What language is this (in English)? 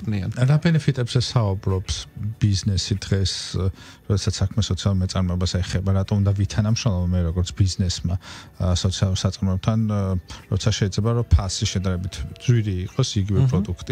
Georgian